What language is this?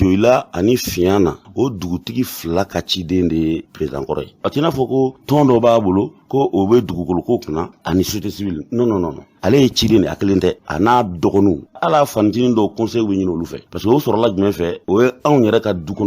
Bambara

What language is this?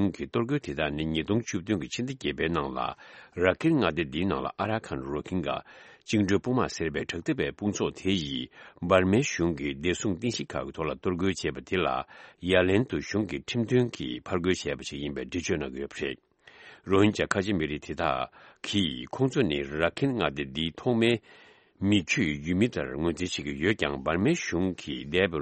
Tibetan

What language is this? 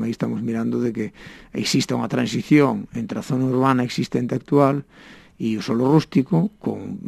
Galician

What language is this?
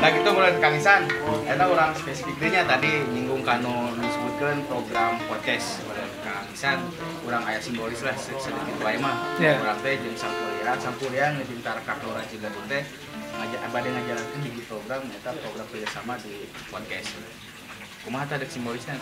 Sundanese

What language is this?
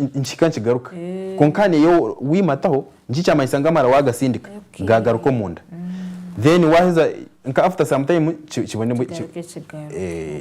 Nyankole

